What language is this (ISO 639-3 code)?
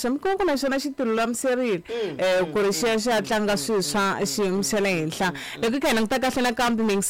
tso